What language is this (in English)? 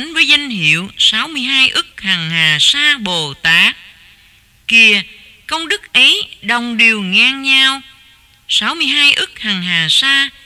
Vietnamese